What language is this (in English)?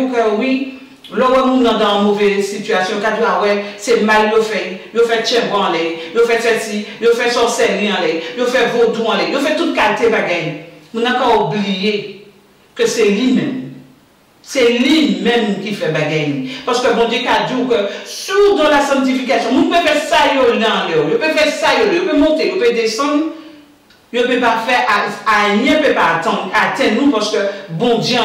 Guadeloupean Creole French